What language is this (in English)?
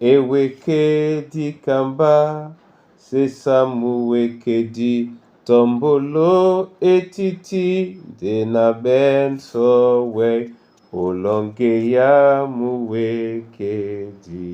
Duala